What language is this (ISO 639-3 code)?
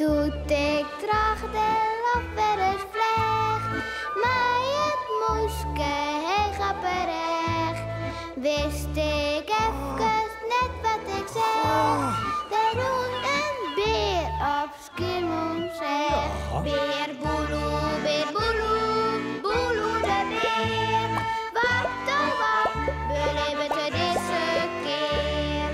fry